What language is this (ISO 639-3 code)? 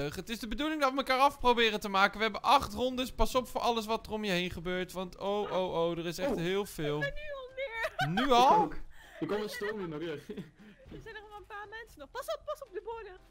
nld